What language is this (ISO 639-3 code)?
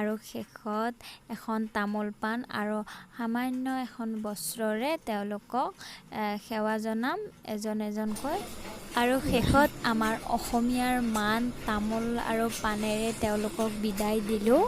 asm